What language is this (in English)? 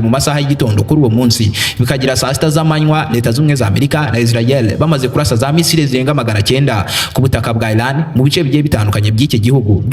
Kinyarwanda